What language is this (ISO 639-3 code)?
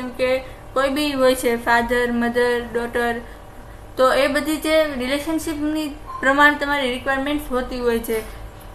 guj